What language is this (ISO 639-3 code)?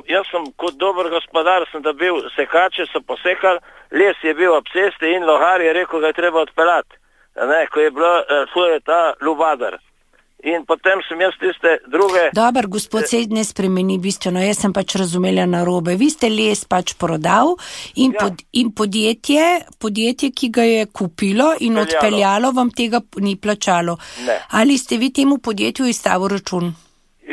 slv